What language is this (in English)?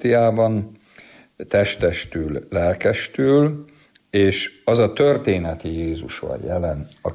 Hungarian